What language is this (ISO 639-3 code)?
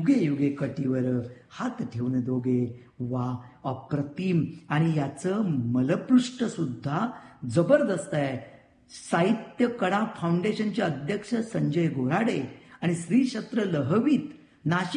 mar